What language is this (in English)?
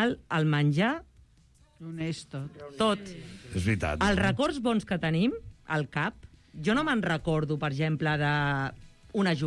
Catalan